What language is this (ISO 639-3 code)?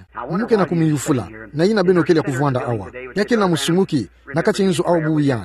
ktu